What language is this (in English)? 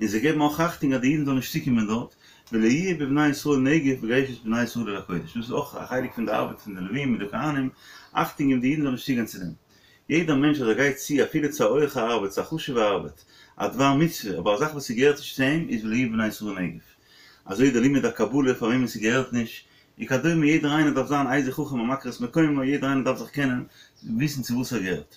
Yiddish